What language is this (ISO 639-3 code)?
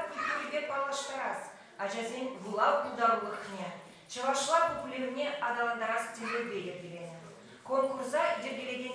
chv